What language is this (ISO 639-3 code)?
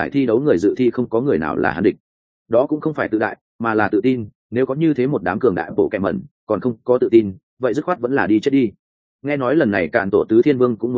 vie